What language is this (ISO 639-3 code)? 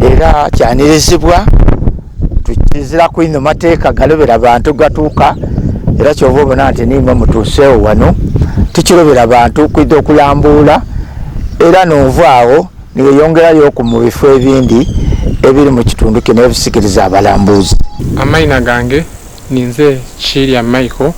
xog